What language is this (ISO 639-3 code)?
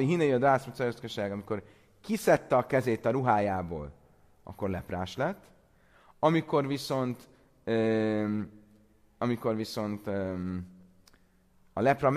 hun